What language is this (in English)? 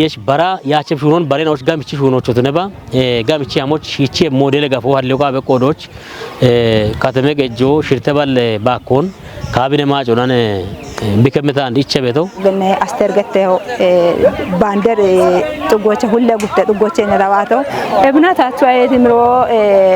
Kafa